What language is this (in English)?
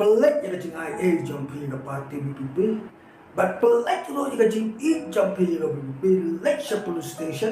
Khasi